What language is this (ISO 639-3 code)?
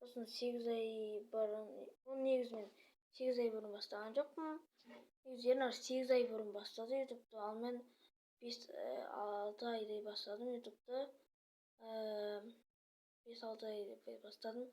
kaz